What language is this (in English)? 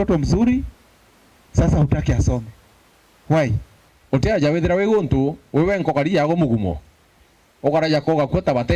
Meru